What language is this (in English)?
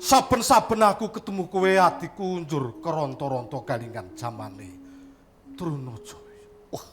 Javanese